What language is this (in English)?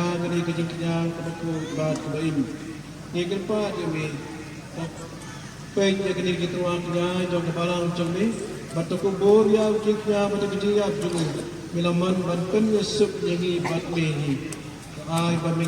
Khasi